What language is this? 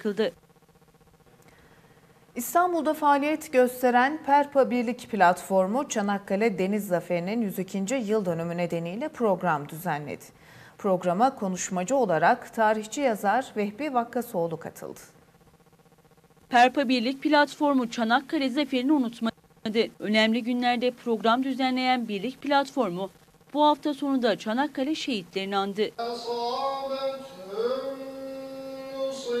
Turkish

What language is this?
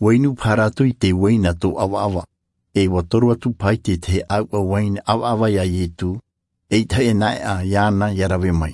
Tahitian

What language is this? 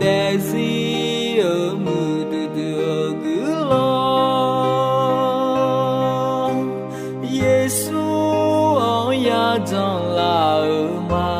Akha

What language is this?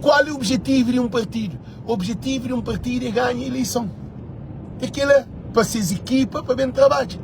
Kabuverdianu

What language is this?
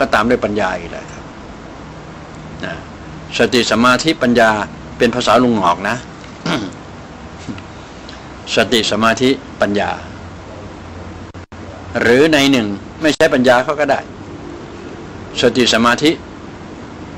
Thai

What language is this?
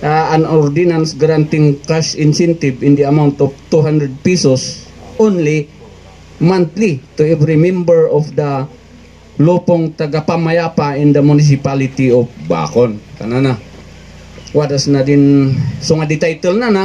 Kankanaey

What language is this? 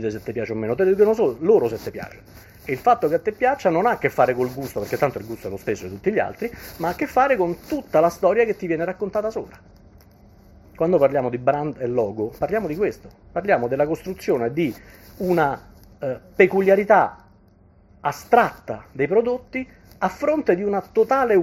Italian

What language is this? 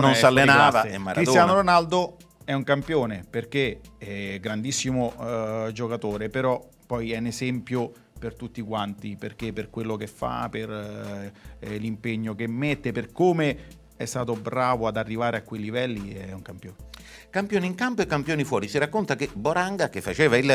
Italian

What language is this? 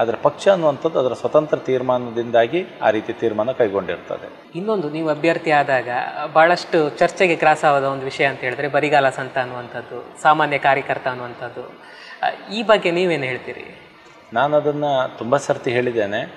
Kannada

